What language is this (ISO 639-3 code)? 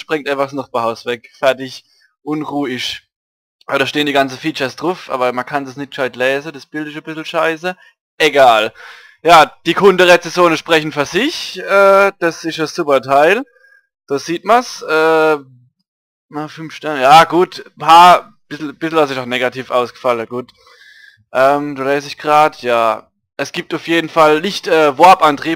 pfl